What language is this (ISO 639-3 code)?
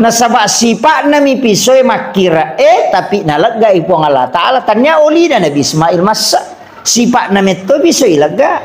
bug